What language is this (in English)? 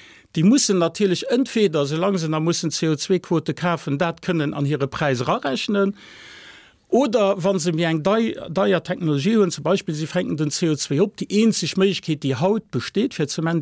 Luxembourgish